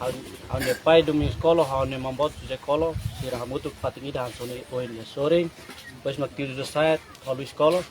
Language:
Tetum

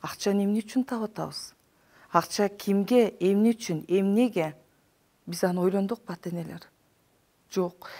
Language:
Kyrgyz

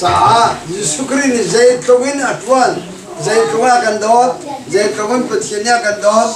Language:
Hakha Chin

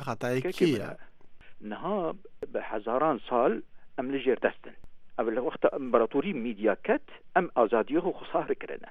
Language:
Kurdish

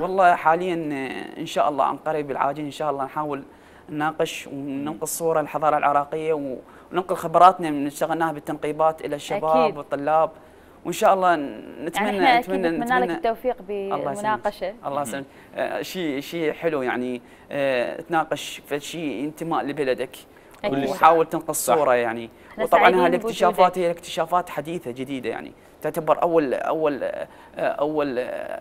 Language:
Mesopotamian Arabic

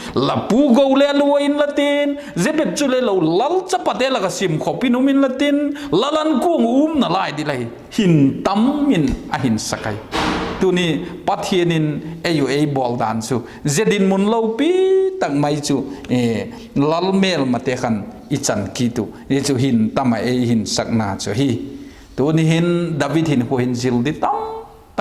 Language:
Vaiphei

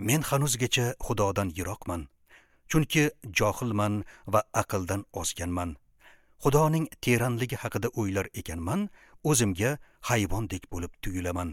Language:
Uzbek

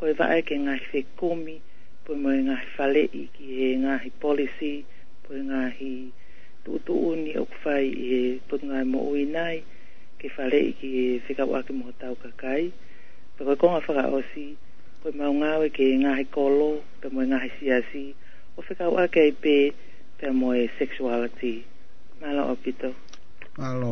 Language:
Tongan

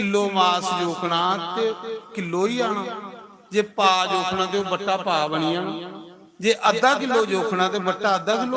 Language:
Dogri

